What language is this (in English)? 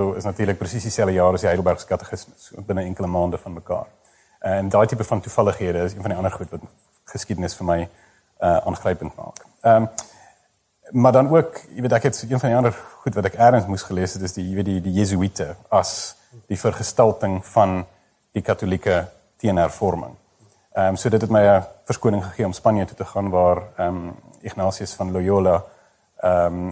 Afrikaans